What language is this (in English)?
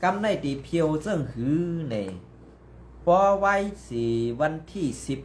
Shan